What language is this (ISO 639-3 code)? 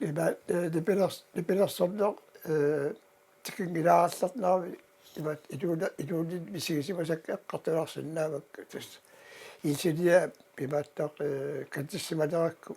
kal